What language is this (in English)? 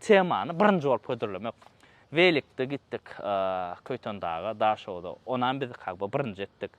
Turkmen